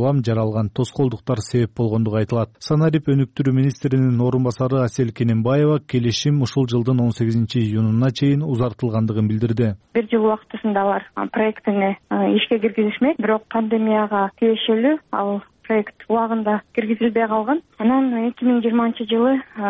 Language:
Kyrgyz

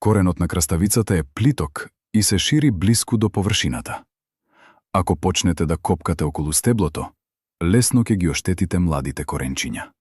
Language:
Macedonian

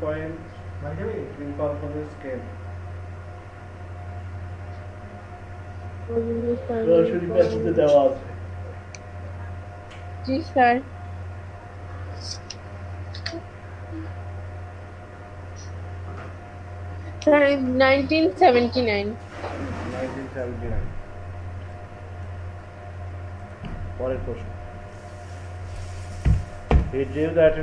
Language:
Bangla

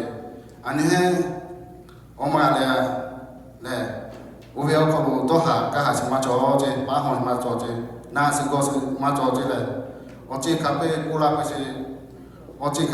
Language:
Lahu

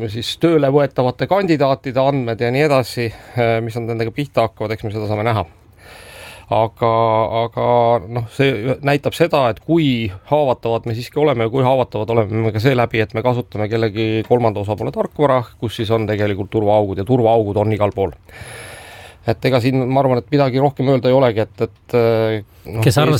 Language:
Estonian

